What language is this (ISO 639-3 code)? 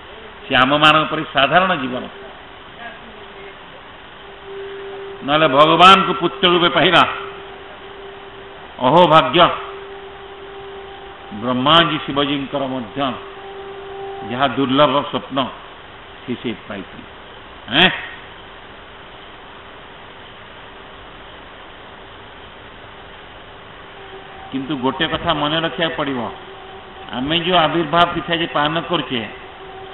ori